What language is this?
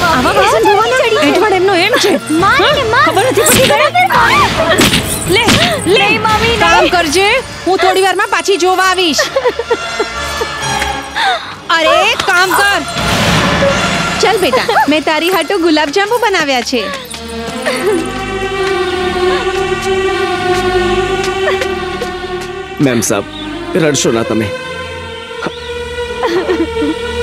Gujarati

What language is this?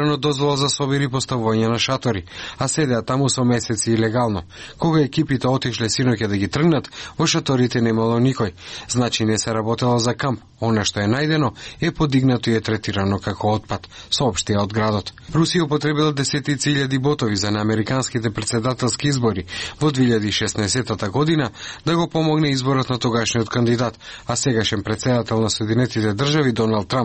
Macedonian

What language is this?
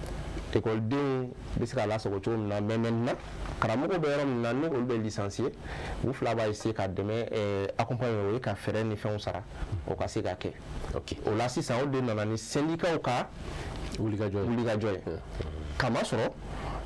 Bambara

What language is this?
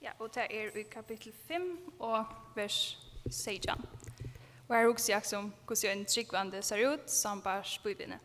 Faroese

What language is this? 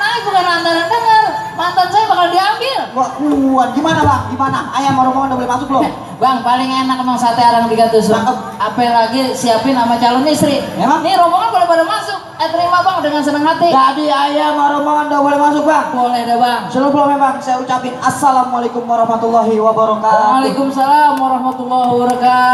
Betawi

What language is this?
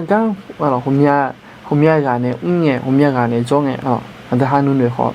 Akha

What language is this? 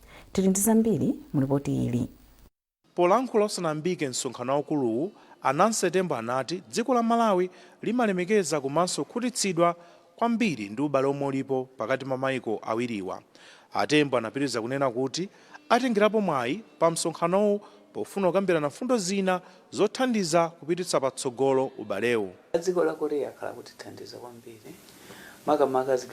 Nyanja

